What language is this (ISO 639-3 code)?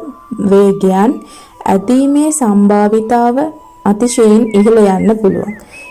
sin